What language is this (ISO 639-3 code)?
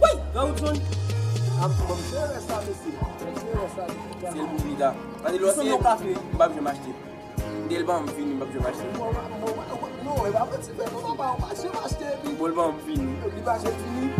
hat